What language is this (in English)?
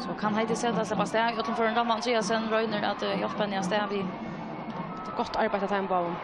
Faroese